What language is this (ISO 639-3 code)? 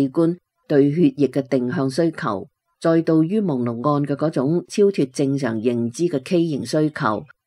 yue